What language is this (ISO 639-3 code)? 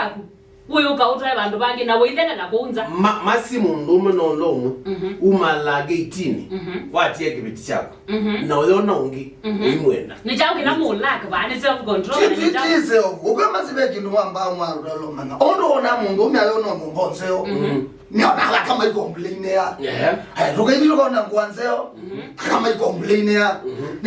kam